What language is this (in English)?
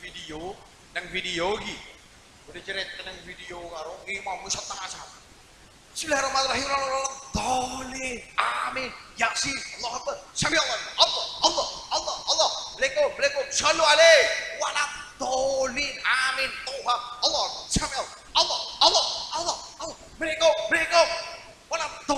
Madurese